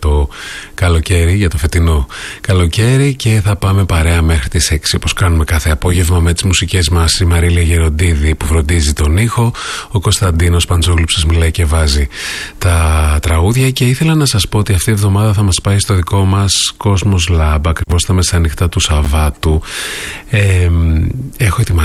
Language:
Greek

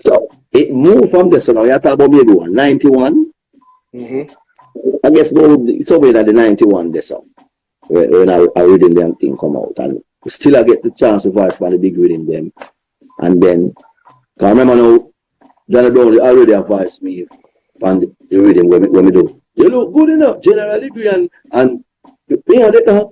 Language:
Jamaican Creole English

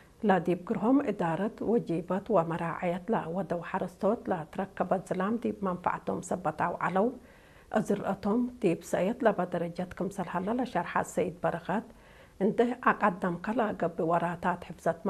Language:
Tigre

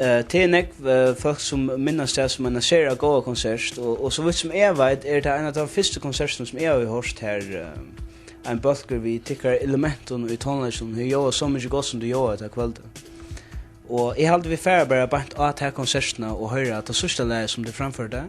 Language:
Faroese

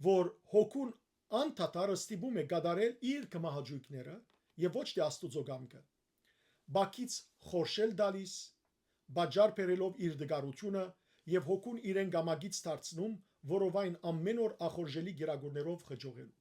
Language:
Western Armenian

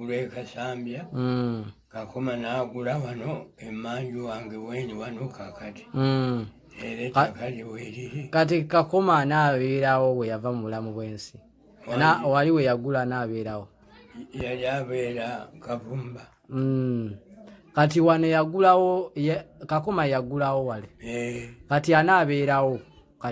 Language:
Ganda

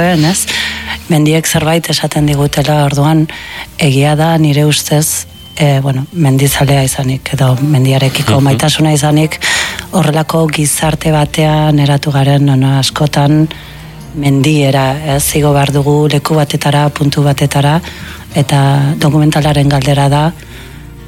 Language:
Basque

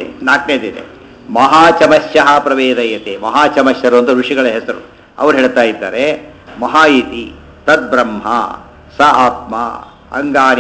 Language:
Kannada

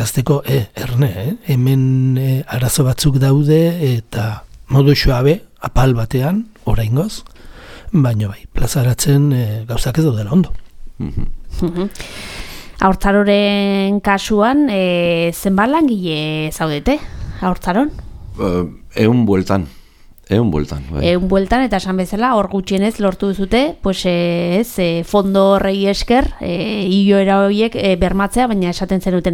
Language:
Basque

